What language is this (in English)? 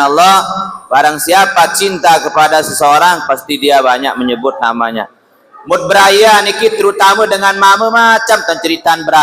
Sasak